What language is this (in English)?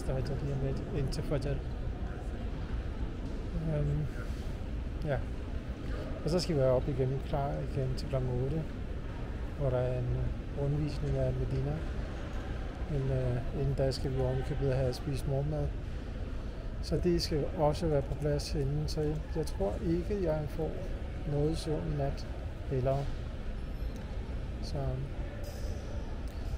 Danish